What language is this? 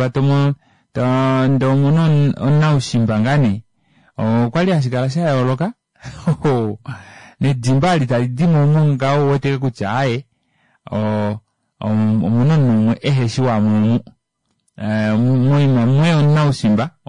Kuanyama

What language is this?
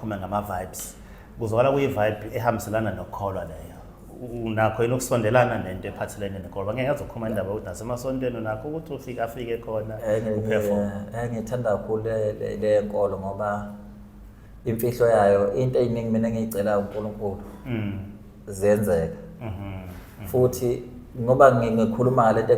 Zulu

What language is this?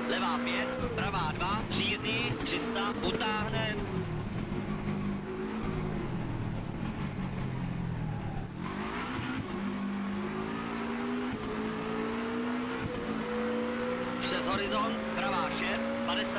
Czech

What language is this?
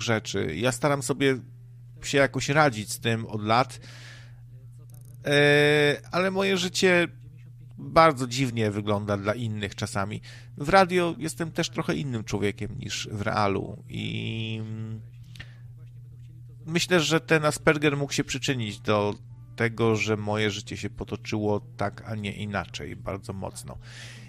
Polish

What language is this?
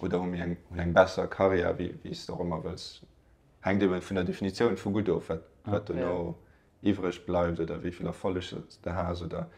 Luxembourgish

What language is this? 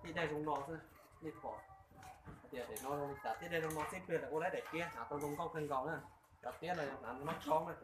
Hmong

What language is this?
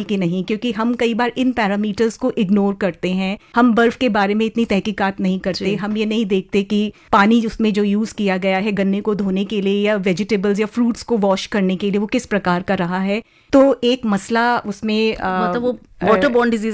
Hindi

